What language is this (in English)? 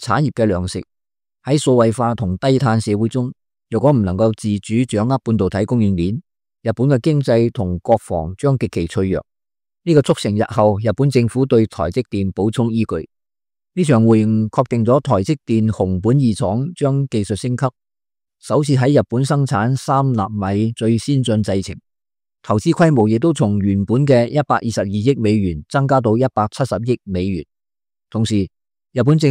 Cantonese